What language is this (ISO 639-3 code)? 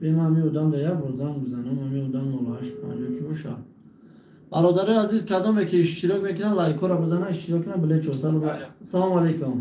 tgk